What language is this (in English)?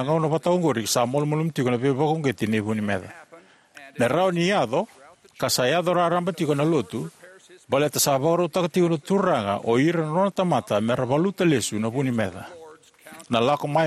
Fijian